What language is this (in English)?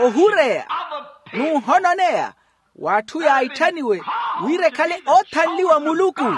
Makhuwa